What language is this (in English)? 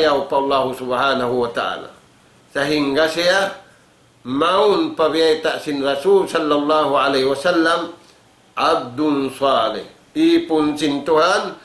Tausug